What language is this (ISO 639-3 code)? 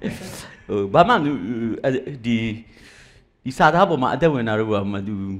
mya